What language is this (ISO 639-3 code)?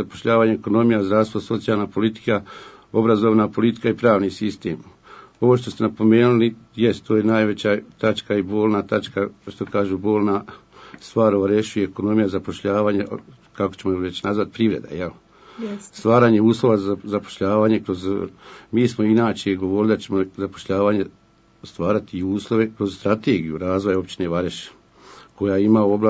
bos